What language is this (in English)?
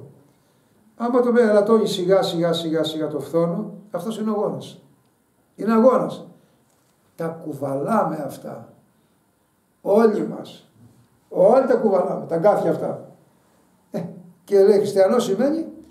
Greek